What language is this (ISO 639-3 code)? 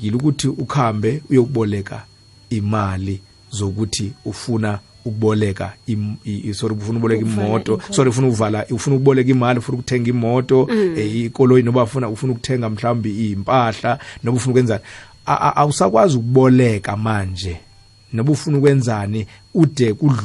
nbl